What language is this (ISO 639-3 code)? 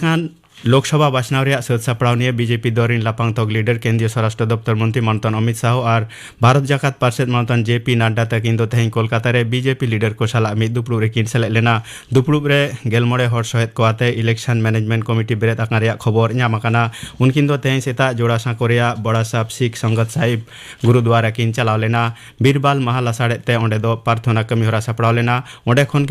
sat